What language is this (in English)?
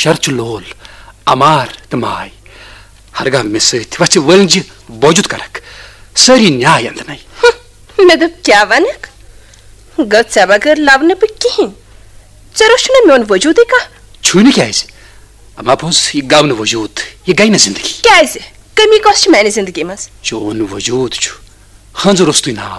Kashmiri